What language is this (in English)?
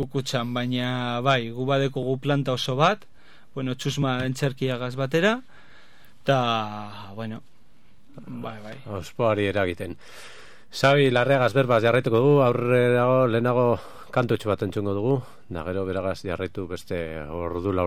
Basque